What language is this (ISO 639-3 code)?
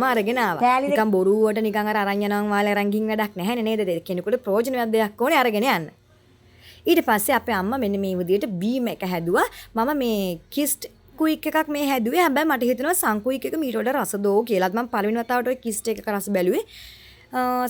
sin